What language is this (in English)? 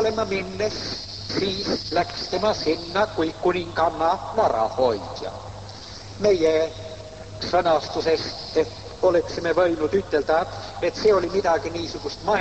Estonian